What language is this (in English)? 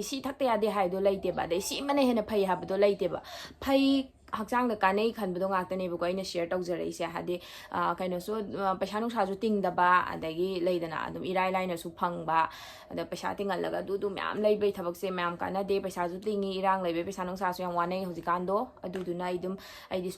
Manipuri